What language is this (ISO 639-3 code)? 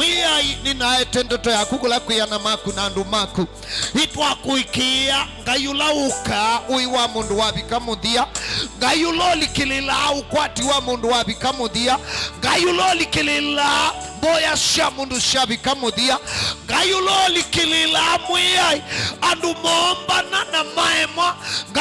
kam